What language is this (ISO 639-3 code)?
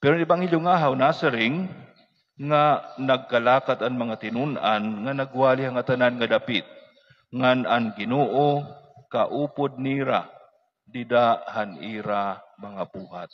war